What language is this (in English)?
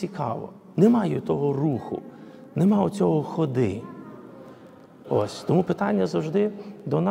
Ukrainian